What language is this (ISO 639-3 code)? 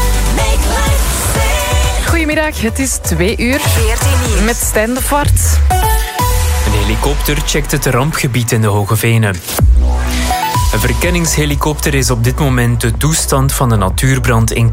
nld